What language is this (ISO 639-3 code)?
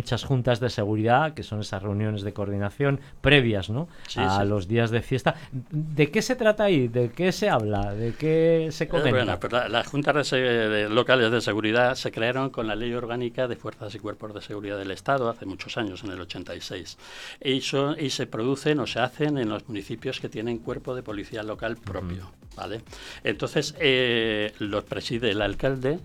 spa